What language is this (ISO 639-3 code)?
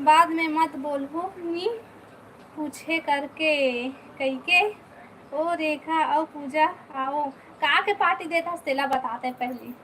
hne